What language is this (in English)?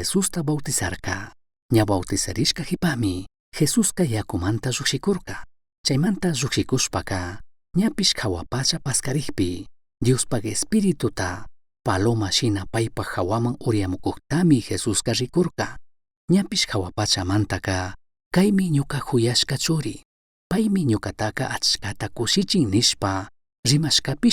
Chimborazo Highland Quichua